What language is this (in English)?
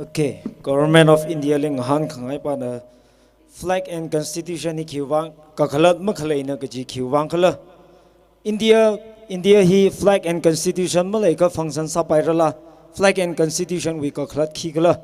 Tangkhul Naga (India)